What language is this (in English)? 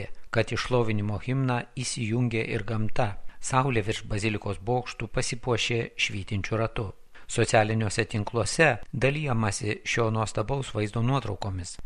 Lithuanian